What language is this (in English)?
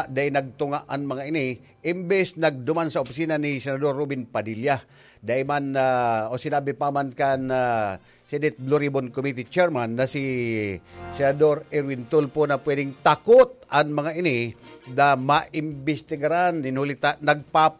Bikol